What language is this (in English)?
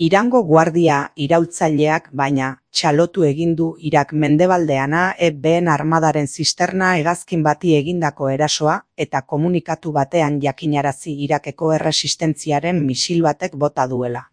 Basque